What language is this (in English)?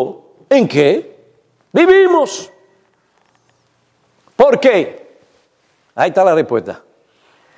Spanish